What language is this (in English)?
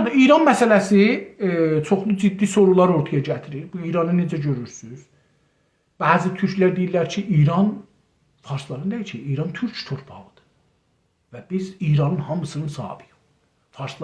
South Azerbaijani